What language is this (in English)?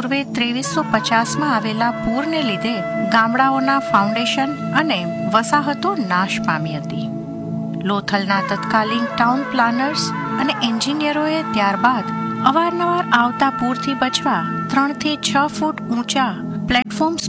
Gujarati